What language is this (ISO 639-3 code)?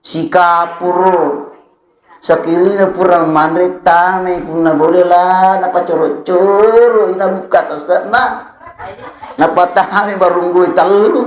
bug